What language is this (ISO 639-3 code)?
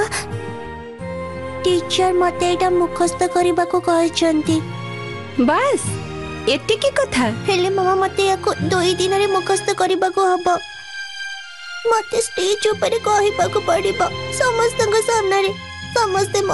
ori